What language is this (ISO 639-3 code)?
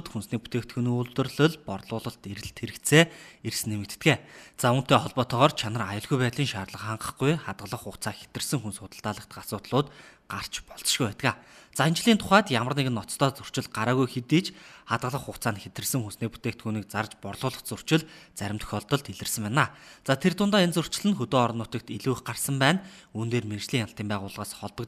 mon